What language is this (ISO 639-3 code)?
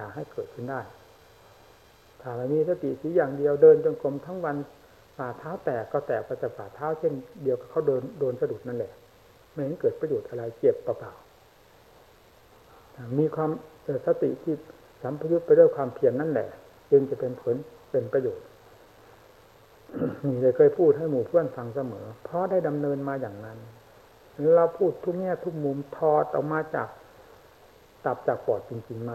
tha